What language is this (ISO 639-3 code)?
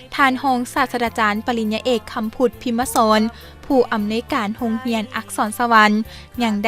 lao